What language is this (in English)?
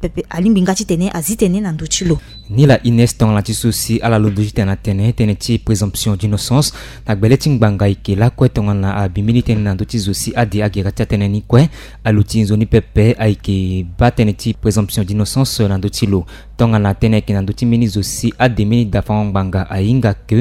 Sango